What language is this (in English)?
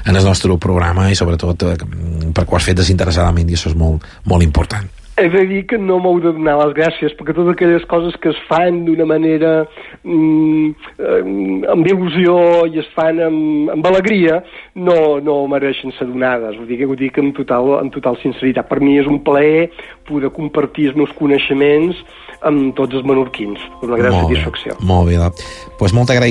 Catalan